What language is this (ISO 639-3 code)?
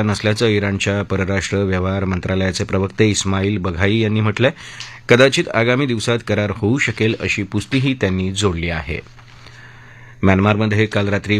mar